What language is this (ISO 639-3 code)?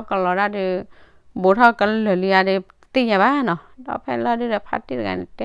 ksw